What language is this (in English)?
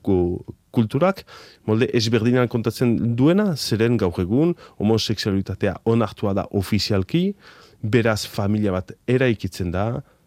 Basque